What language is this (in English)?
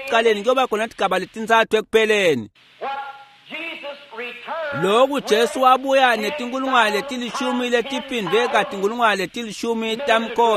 Swati